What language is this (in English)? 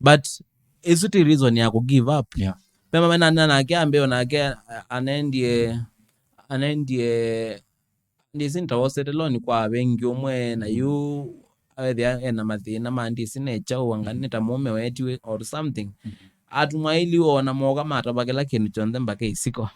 Kamba